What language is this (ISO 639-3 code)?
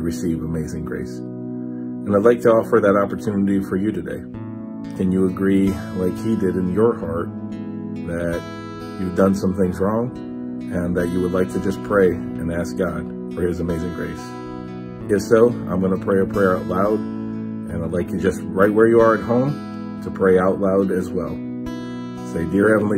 eng